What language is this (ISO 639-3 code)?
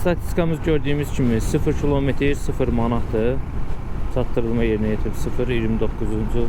aze